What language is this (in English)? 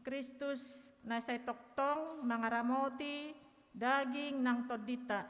Batak Toba